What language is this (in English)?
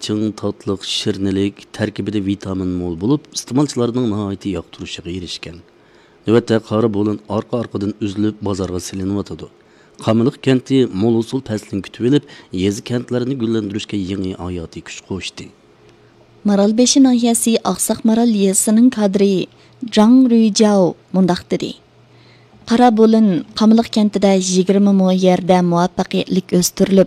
Uyghur